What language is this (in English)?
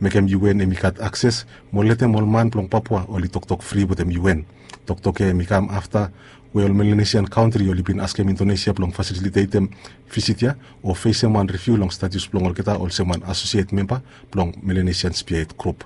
Bislama